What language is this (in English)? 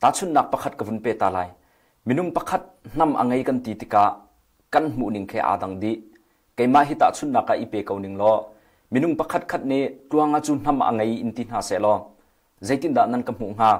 Hakha Chin